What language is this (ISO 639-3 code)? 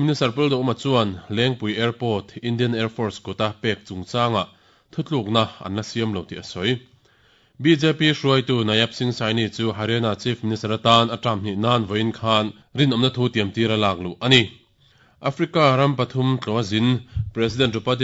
lus